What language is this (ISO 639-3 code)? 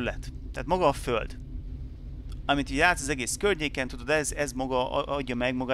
hun